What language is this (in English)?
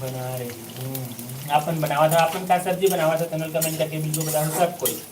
Chhattisgarhi